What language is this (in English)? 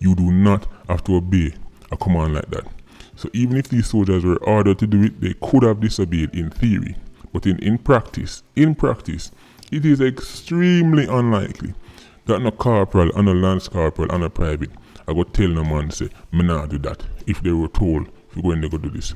Jamaican Creole English